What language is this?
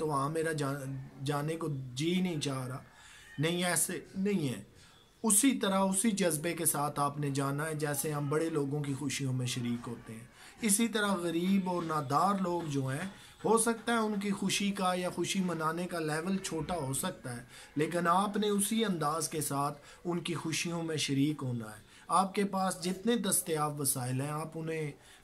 Urdu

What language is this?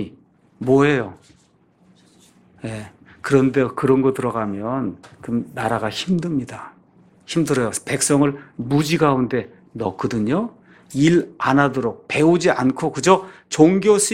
Korean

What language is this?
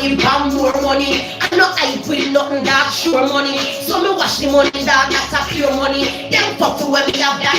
Jamaican Creole English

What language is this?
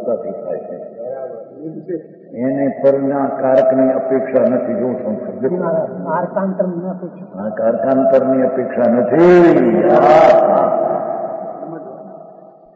Gujarati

